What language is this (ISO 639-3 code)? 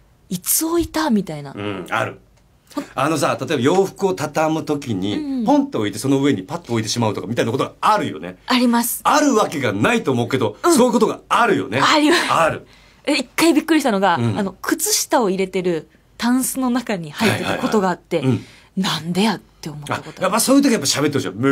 jpn